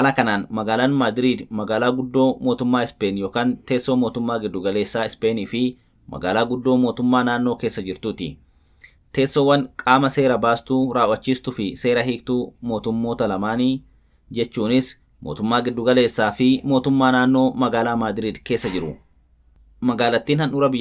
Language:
Oromo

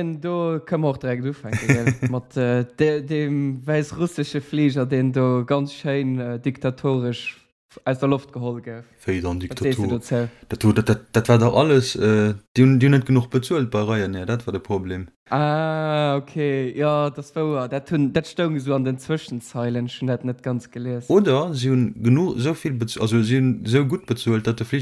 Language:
Luxembourgish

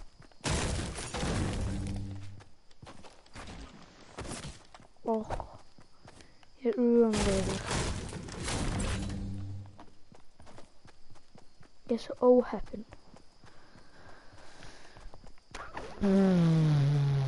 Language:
Icelandic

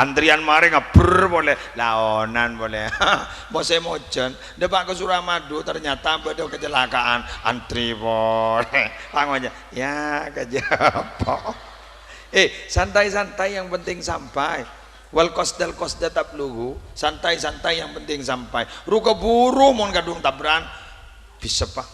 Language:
Madurese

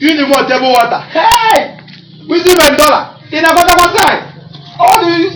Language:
Nigerian Pidgin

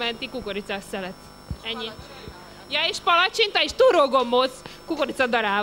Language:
Hungarian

